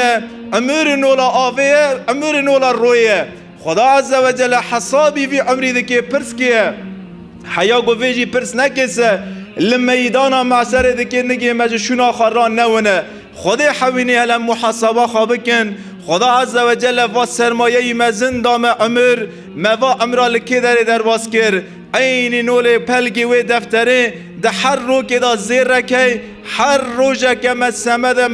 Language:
Kurdish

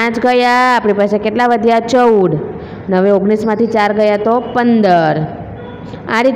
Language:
Gujarati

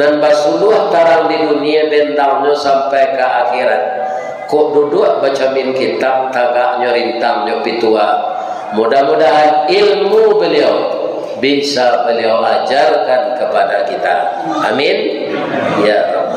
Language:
Minangkabau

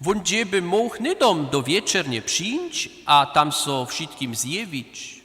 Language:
Upper Sorbian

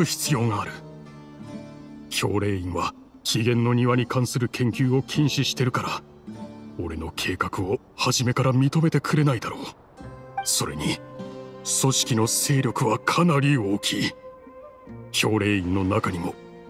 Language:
Japanese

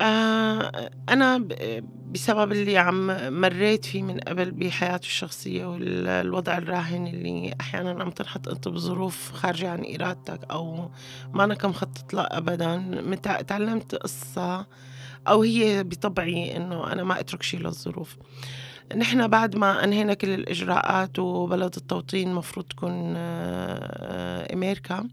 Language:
North Levantine Arabic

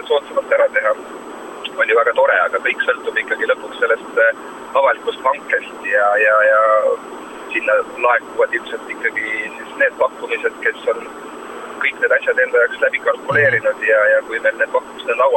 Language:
Estonian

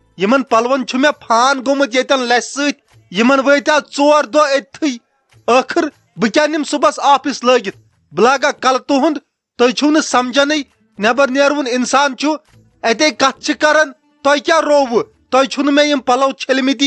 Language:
Kashmiri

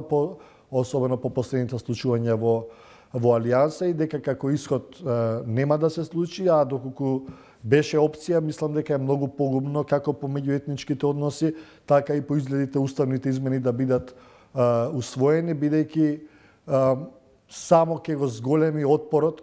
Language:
Macedonian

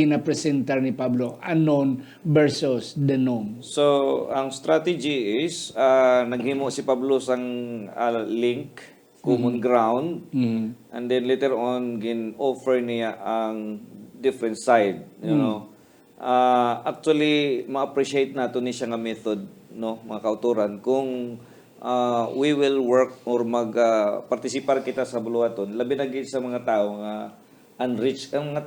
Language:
Hiligaynon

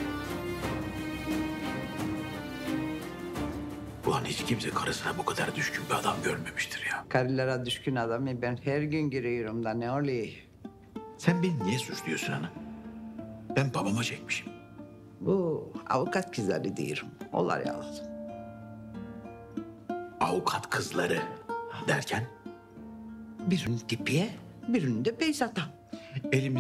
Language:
Turkish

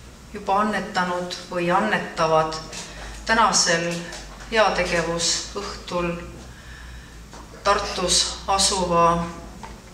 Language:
Estonian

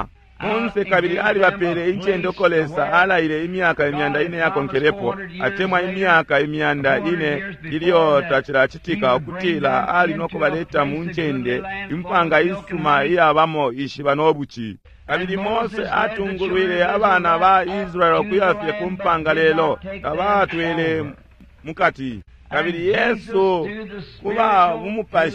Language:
Bemba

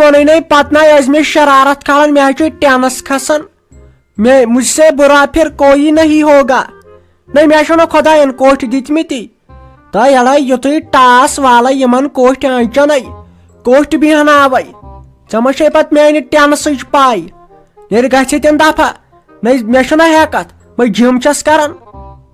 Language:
Kashmiri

